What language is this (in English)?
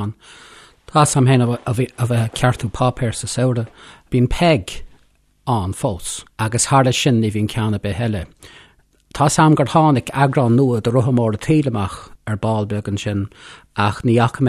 Irish